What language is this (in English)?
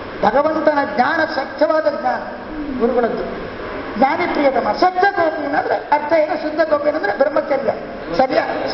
Kannada